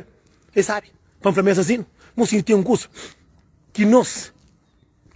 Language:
Kabuverdianu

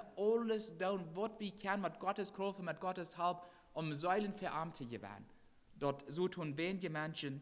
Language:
Plautdietsch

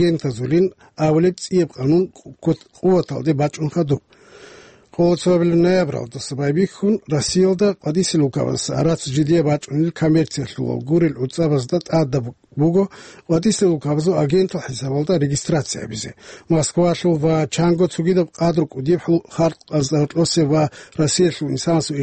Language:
Avaric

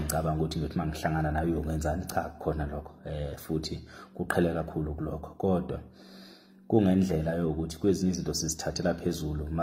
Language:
Zulu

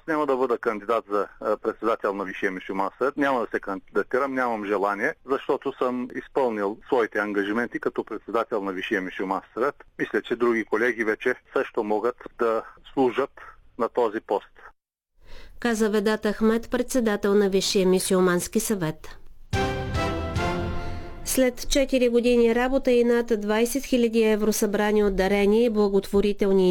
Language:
Bulgarian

